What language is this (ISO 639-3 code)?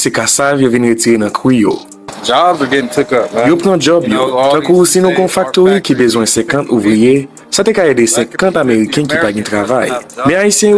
hat